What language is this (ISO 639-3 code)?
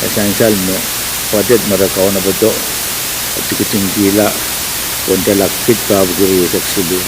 pon